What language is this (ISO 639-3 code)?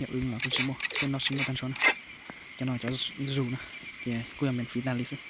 hmn